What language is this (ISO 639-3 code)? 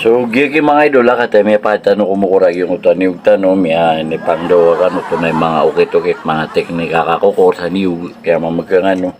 mrw